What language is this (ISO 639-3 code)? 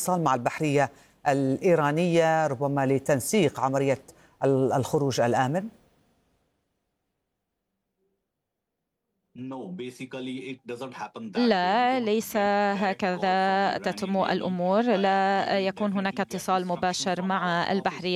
ara